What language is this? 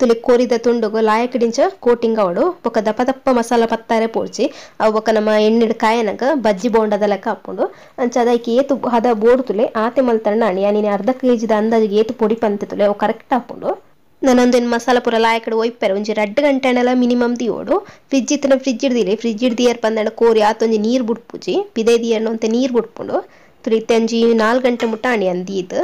Tulu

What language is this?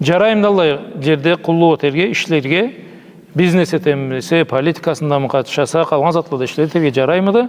Karachay-Balkar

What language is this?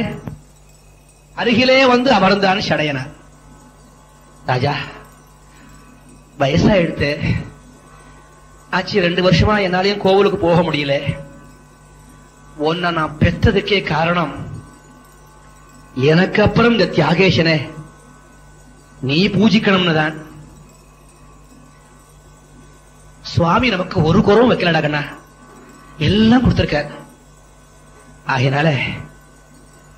Tamil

